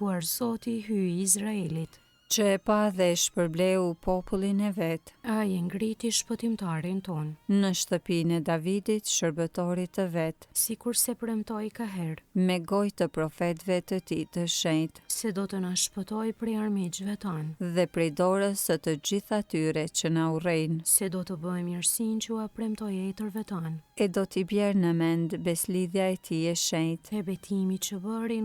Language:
Albanian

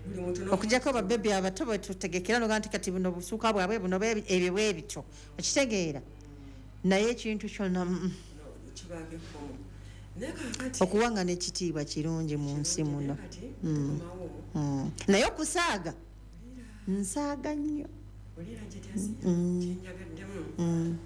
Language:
Ganda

